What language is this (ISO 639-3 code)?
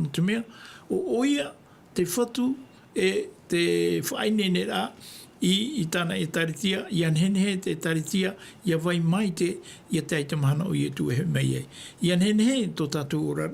tah